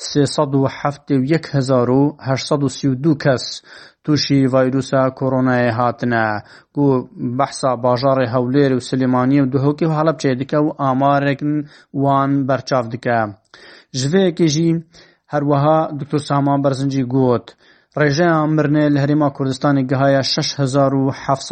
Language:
Kurdish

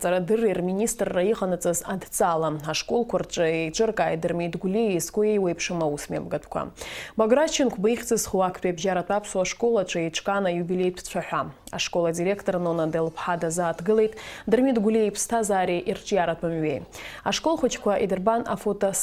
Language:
Abkhazian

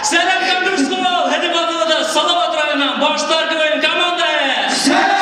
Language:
Bashkir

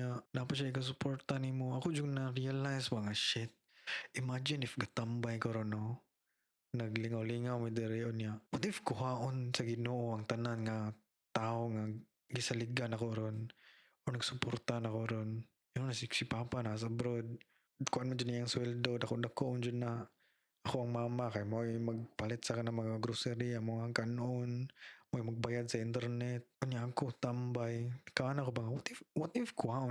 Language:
Cebuano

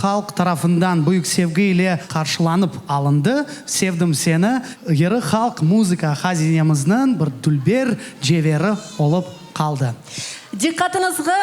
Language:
Crimean Tatar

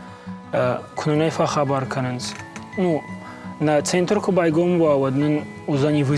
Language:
Ossetic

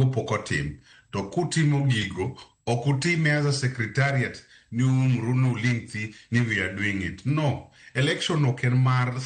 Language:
Luo (Kenya and Tanzania)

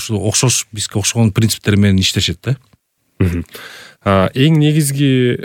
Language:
Kyrgyz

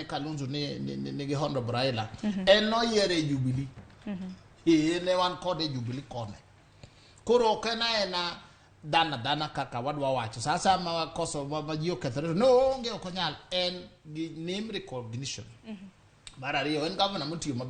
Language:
Luo (Kenya and Tanzania)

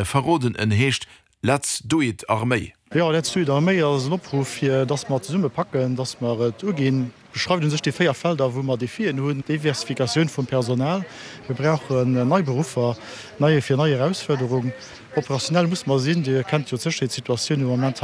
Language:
Luxembourgish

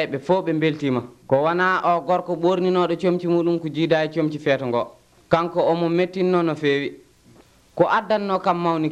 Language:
Nigerian Fulfulde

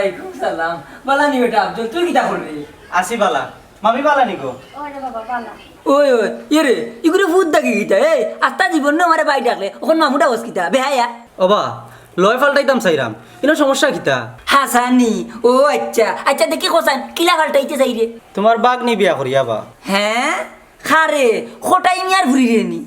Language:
Sylheti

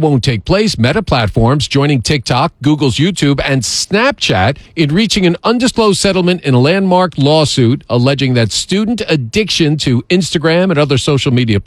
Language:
English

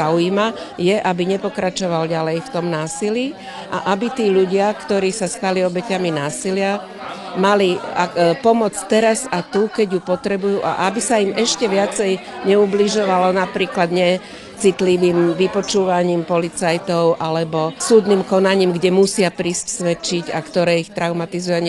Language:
Slovak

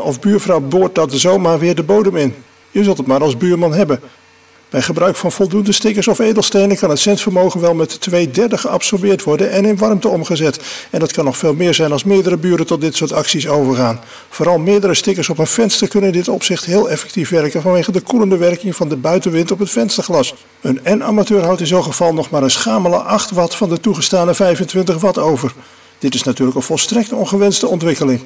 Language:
Dutch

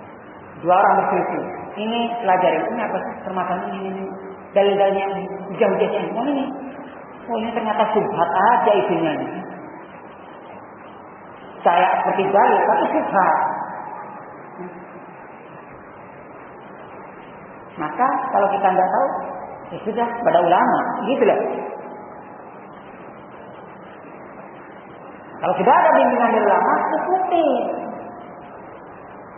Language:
Indonesian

